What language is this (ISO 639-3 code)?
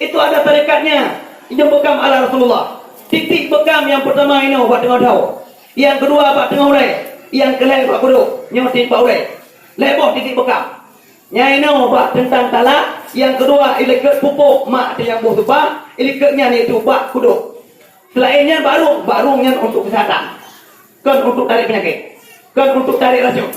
ace